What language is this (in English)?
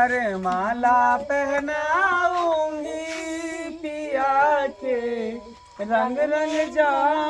Maithili